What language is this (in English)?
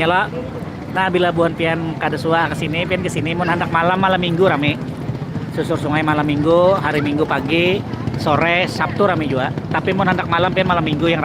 Banjar